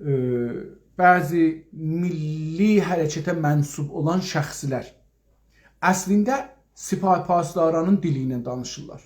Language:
South Azerbaijani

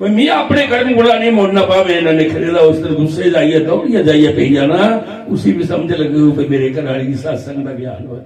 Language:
Dogri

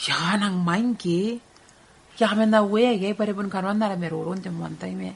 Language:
Gilbertese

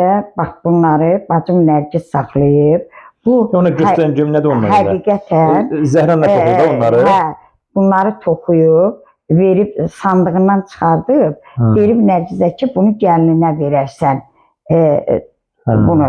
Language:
Azerbaijani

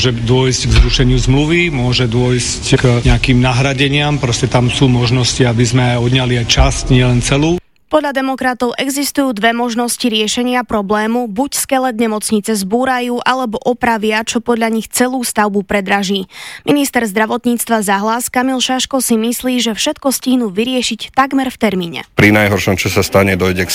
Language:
Slovak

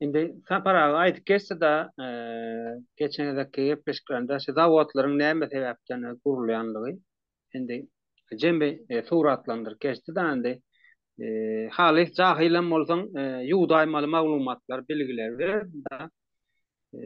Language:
Turkmen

